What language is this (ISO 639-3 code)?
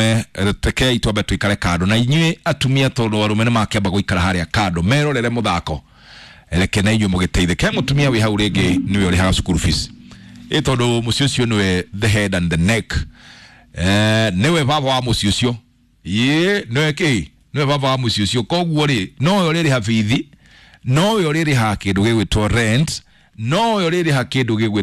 kik